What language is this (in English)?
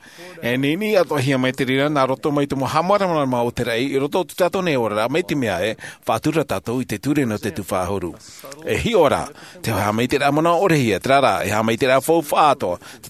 Tahitian